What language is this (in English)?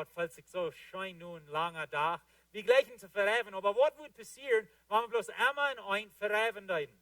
Plautdietsch